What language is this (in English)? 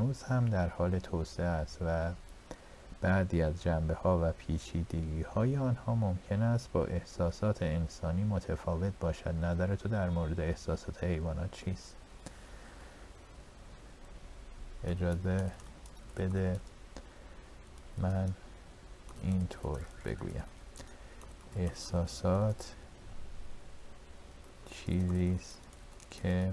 Persian